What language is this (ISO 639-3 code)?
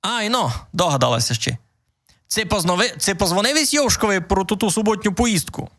rue